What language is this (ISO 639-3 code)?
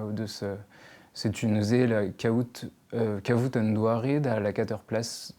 bre